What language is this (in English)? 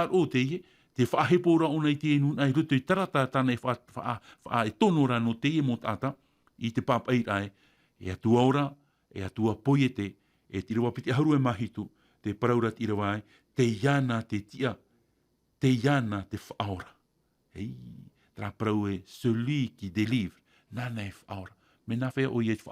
Tahitian